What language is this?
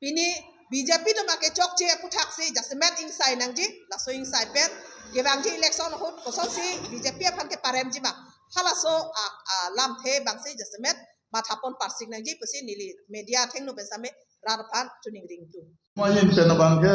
Karbi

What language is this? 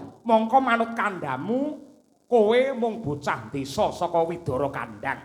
Javanese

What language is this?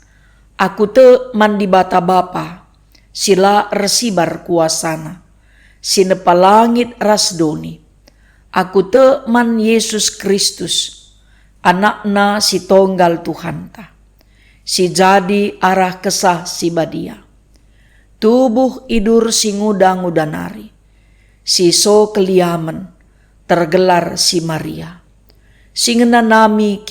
Batak Karo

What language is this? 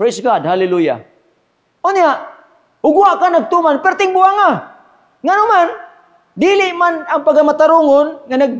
Cebuano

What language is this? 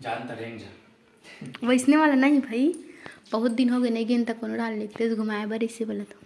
Chhattisgarhi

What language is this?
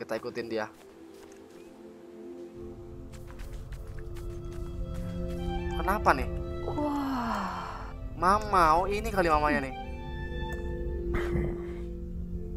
Indonesian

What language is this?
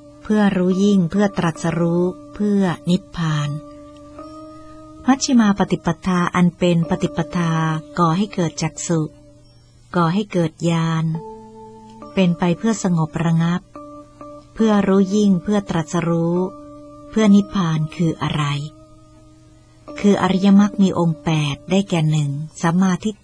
Thai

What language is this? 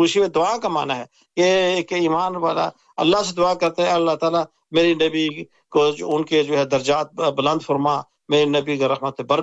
Urdu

